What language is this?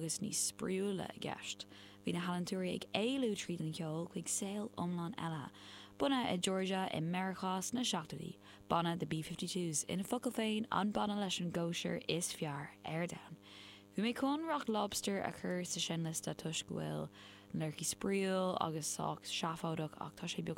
Irish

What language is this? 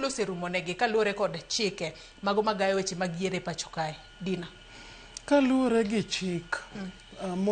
Luo (Kenya and Tanzania)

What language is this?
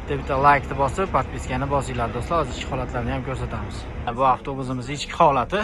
Uzbek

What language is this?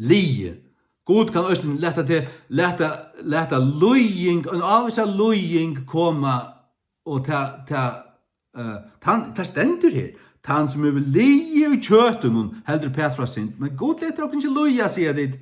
Faroese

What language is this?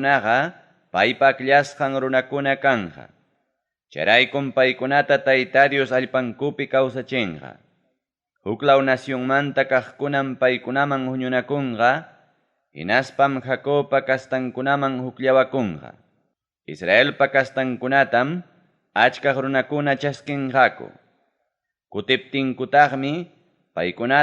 Ayacucho Quechua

